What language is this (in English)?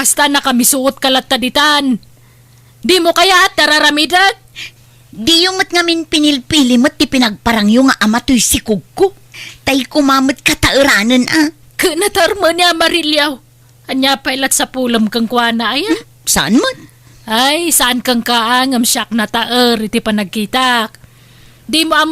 Iloko